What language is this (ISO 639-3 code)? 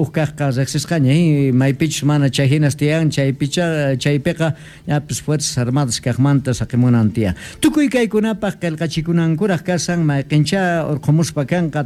quh